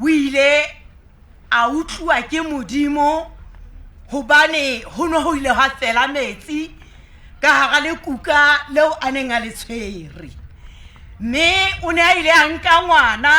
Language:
Southern Sotho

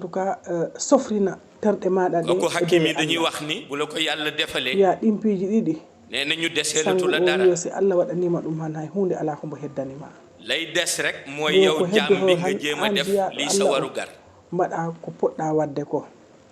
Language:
Fula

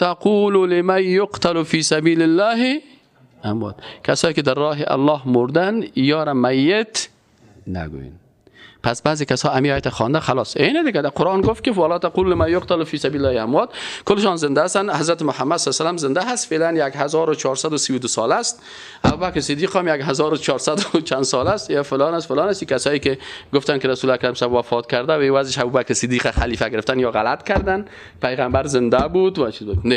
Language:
Persian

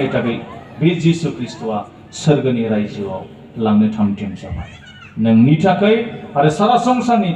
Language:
Bodo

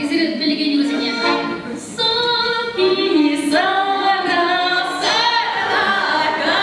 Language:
Chuvash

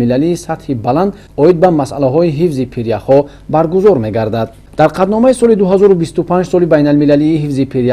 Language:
Tajik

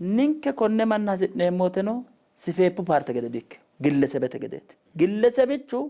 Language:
Sidamo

